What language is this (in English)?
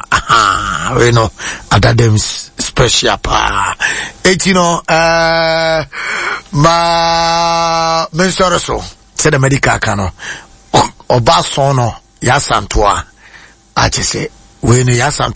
Akan